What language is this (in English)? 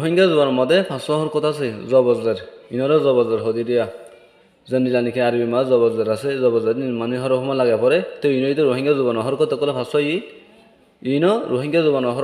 Rohingya